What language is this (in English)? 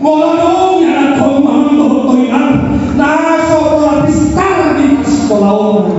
Batak Toba